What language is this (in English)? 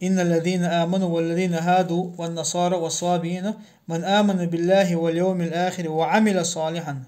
Chechen